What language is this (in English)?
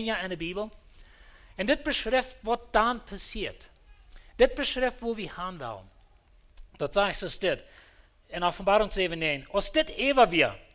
Plautdietsch